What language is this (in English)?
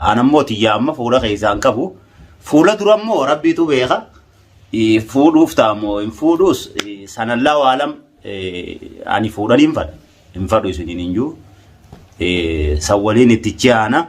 Oromo